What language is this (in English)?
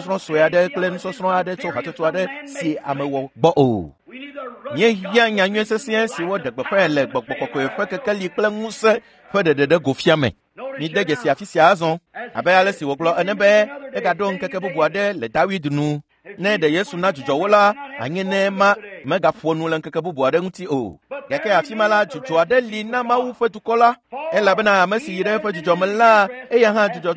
Ewe